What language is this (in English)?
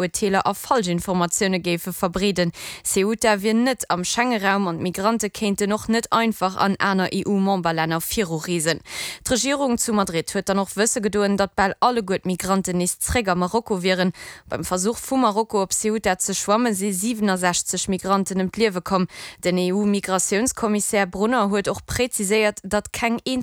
Luxembourgish